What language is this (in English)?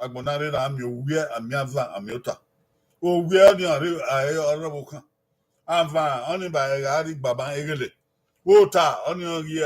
Bini